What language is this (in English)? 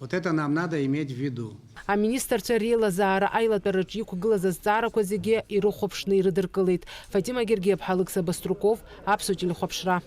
Abkhazian